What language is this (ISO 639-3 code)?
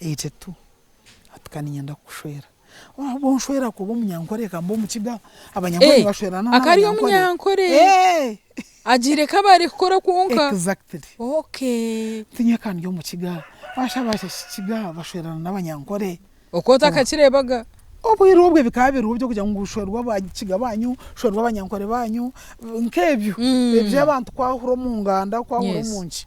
nyn